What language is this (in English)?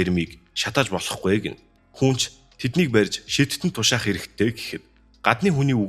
Mongolian